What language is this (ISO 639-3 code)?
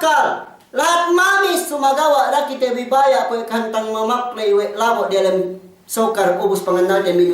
yka